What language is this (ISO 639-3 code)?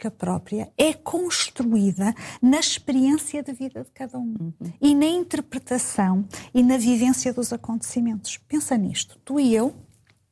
por